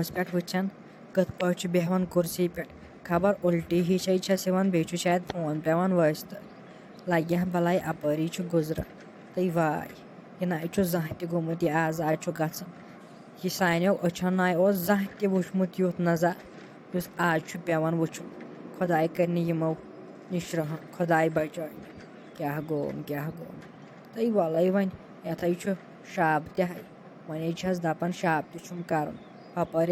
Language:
Kashmiri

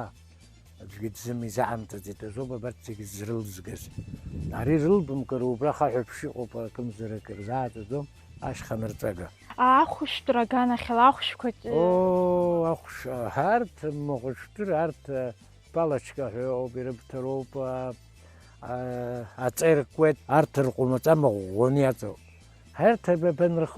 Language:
Abkhazian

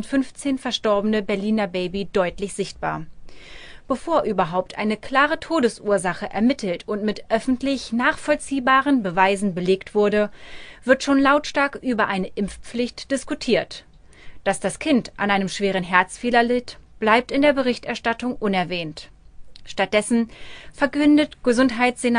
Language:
German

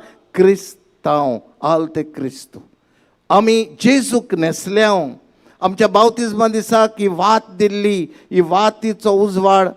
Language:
Konkani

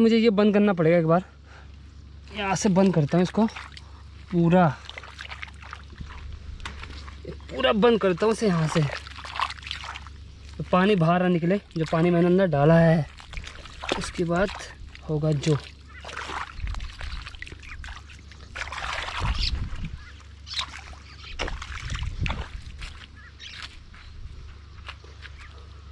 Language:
Hindi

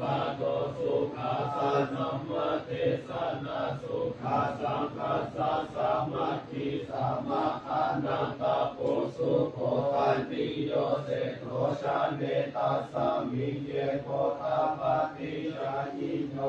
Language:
Pali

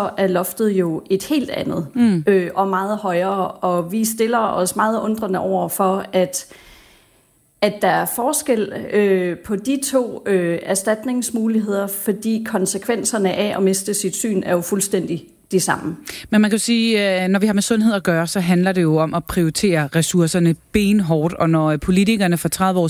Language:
Danish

